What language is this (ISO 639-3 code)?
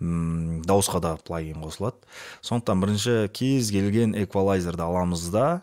kaz